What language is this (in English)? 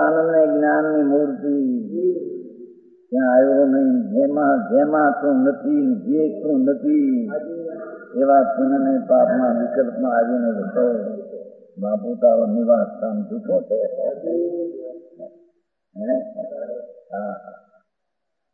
Gujarati